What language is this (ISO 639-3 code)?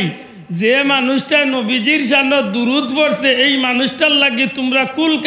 syl